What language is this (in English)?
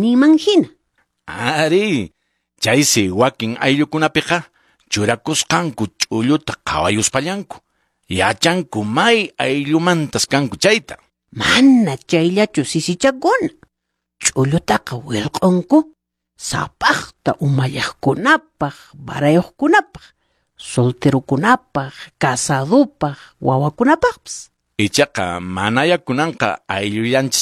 Quechua